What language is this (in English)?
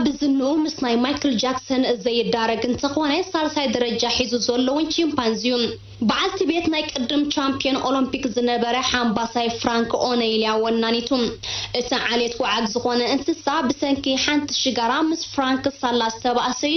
Tigrinya